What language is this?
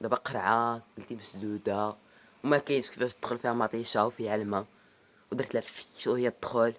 Moroccan Arabic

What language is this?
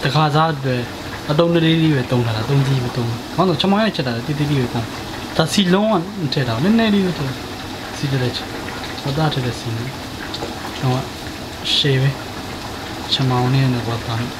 Burmese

